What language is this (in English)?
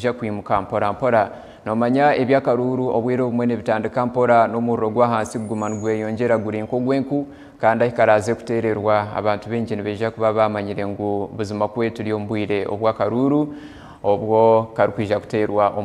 Nyankole